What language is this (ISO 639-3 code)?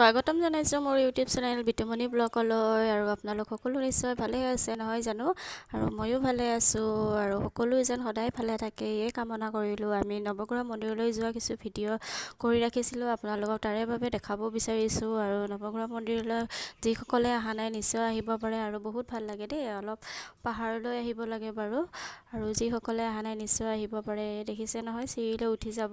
asm